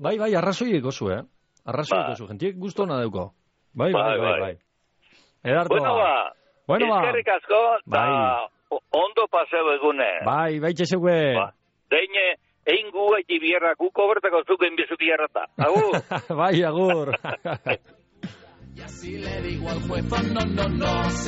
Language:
Basque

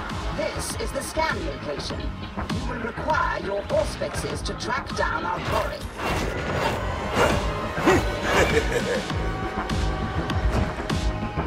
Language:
English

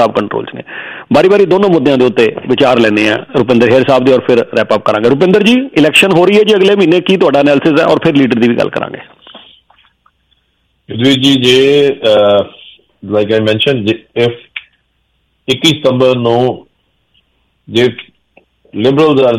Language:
Punjabi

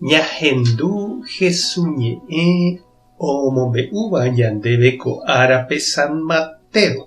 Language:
Guarani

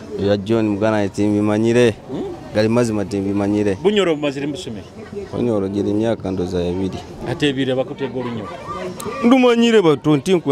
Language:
Nyoro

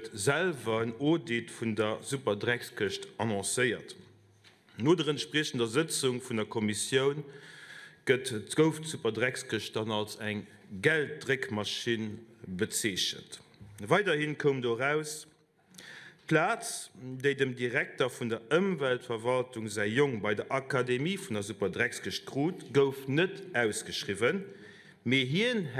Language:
Luxembourgish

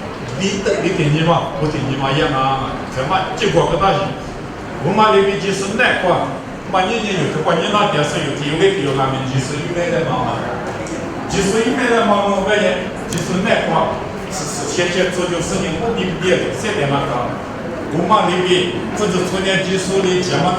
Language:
Lisu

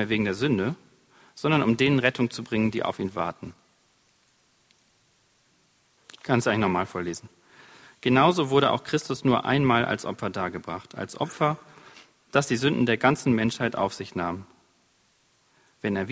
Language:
German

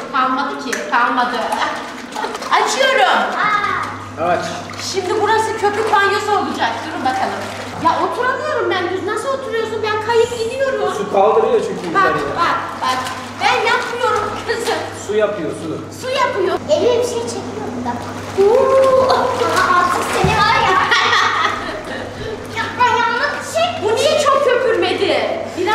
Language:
Turkish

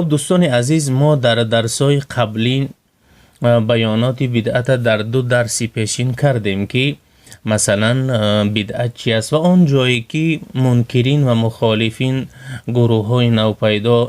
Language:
Tajik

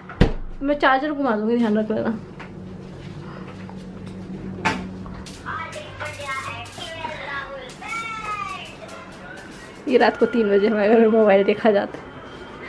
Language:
Hindi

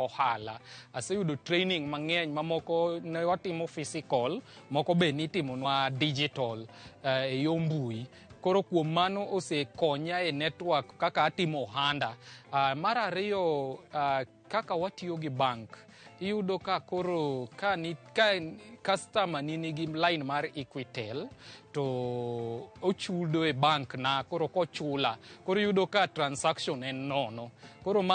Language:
Luo (Kenya and Tanzania)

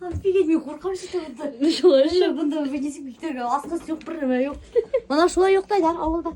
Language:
Bashkir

